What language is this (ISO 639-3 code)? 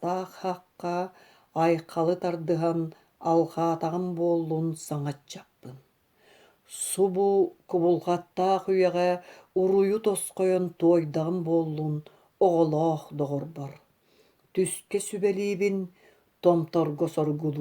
sah